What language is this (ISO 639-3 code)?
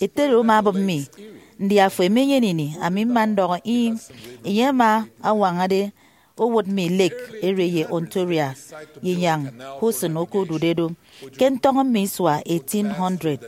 efi